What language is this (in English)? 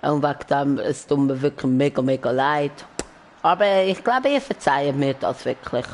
Swiss German